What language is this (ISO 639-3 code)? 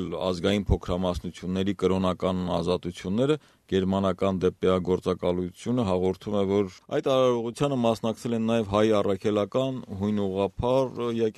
hye